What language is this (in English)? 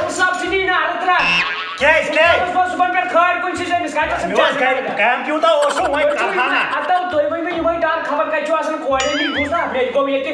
Kashmiri